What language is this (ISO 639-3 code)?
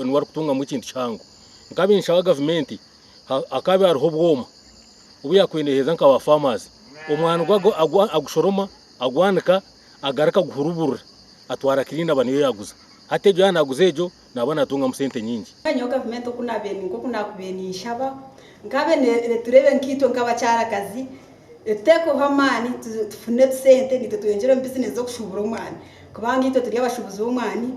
nyn